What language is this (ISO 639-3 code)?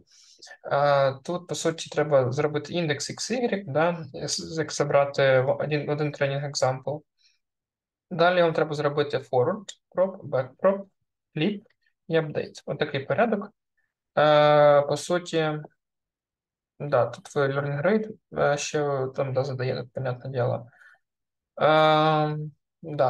ukr